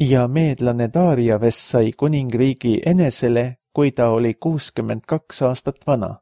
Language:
Estonian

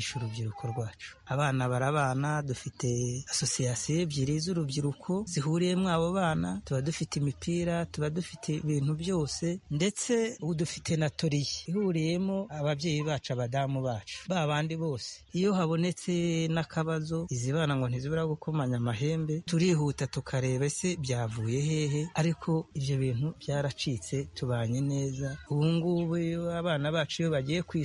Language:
Kinyarwanda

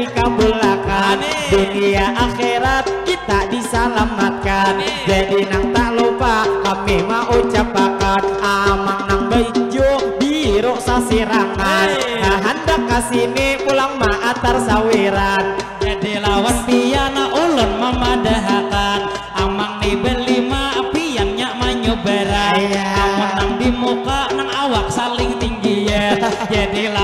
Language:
Banjar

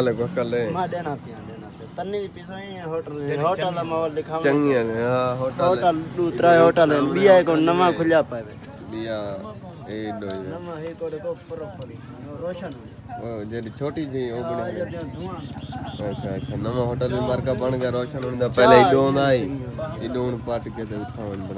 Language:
Saraiki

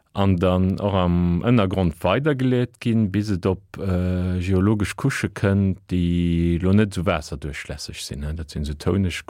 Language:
Luxembourgish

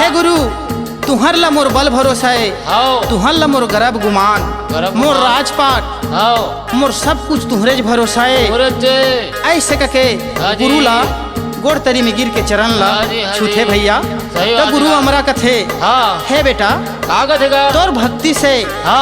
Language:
Chhattisgarhi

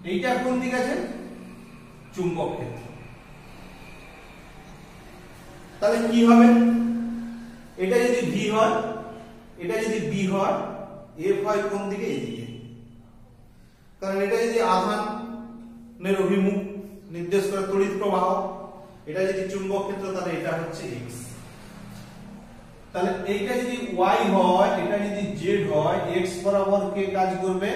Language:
Bangla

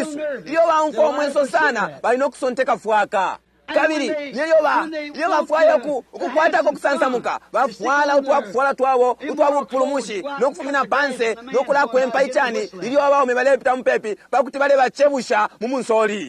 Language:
Bemba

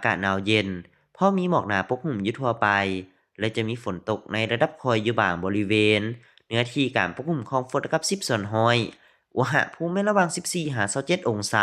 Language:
Lao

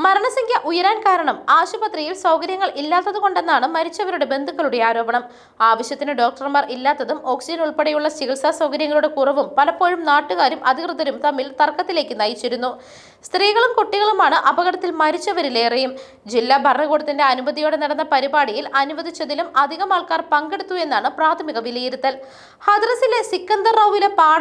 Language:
Malayalam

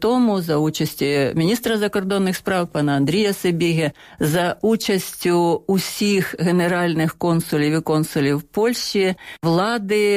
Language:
Ukrainian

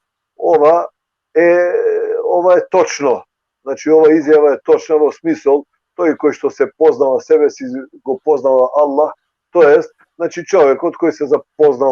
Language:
Balkan Romani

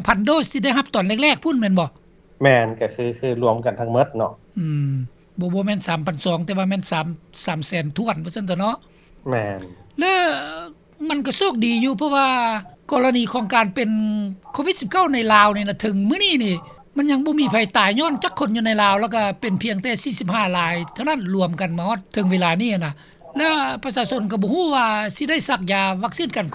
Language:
Lao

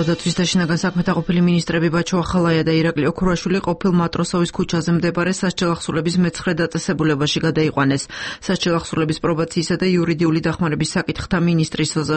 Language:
Georgian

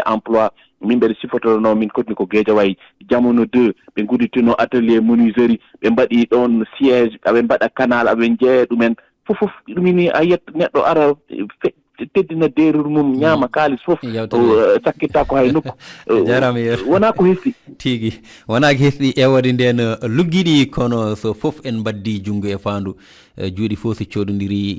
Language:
Fula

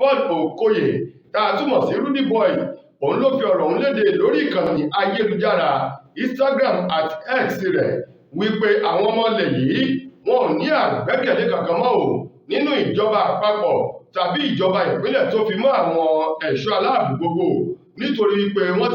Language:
Yoruba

